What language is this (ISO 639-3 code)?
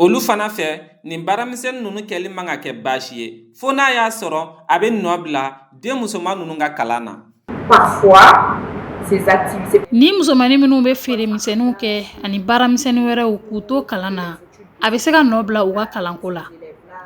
bam